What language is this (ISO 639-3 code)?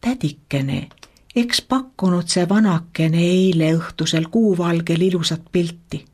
est